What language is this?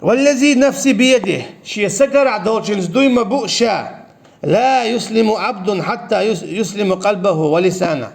Chechen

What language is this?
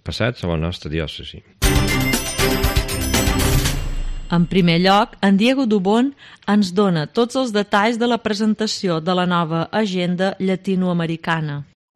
Catalan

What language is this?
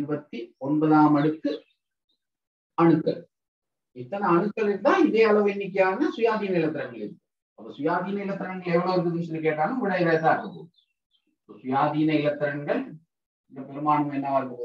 Tamil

